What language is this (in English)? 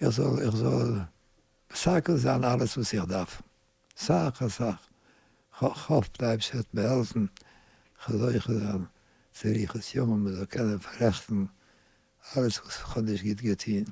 Yiddish